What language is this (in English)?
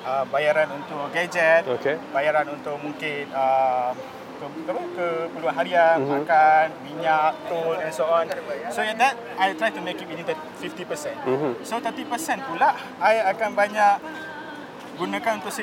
Malay